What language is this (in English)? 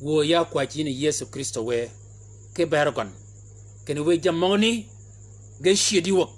Shilluk